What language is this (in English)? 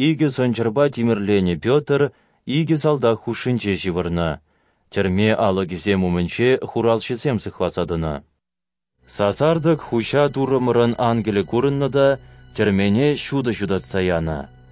Chuvash